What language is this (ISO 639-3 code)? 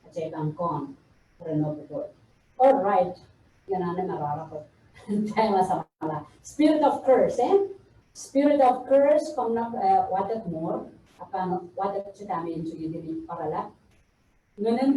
pon